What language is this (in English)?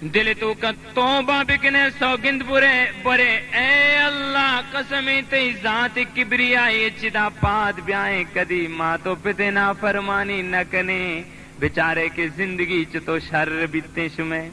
Baluchi